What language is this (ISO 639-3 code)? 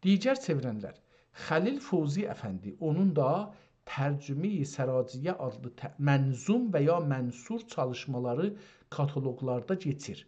azb